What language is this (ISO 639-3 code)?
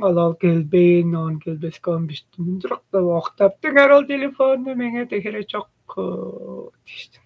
tyv